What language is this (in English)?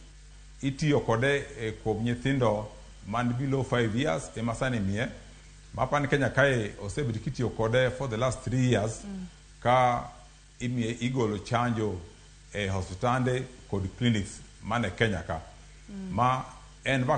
Luo (Kenya and Tanzania)